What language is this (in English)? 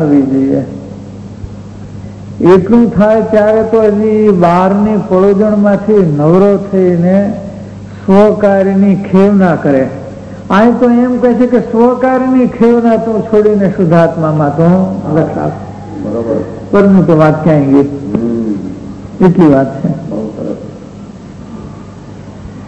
Gujarati